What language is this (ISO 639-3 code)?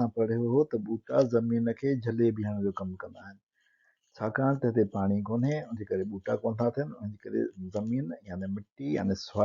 snd